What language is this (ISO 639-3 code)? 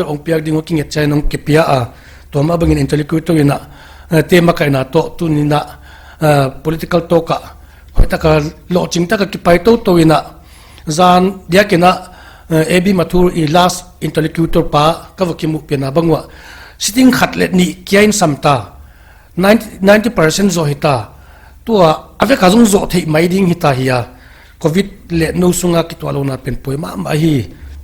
pck